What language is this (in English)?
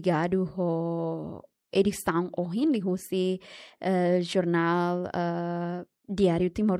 Tetum